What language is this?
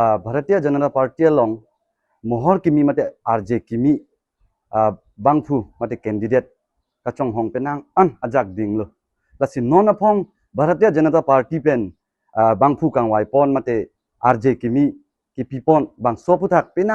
Karbi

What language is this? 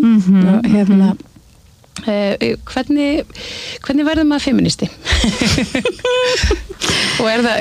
Icelandic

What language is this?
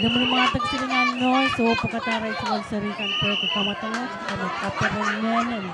Pohnpeian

